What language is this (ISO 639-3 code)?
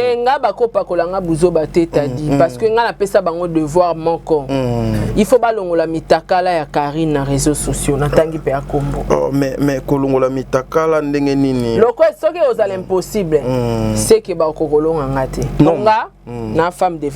lin